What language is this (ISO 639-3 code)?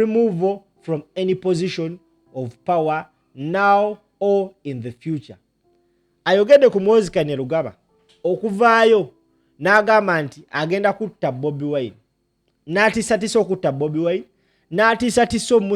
lug